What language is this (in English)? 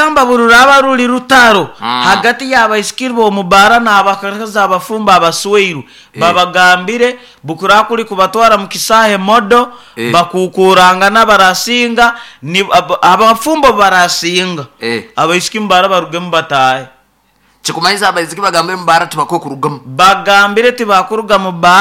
Nyoro